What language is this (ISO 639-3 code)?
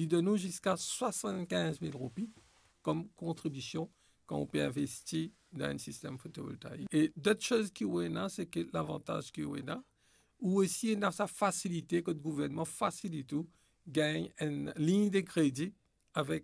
mfe